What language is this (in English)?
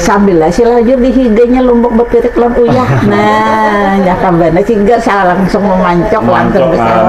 Banjar